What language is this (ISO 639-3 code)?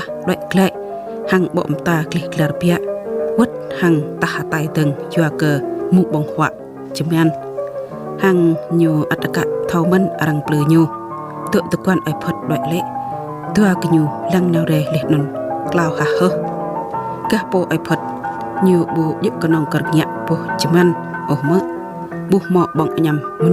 jra